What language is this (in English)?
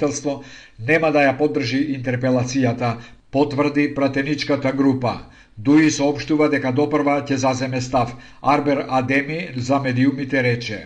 Macedonian